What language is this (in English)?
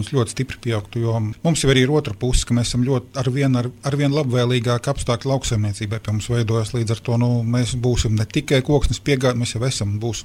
Latvian